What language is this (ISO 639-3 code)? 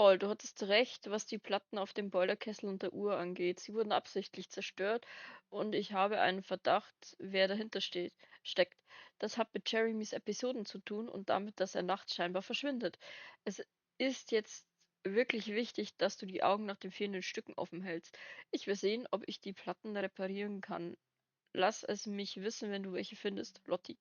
bar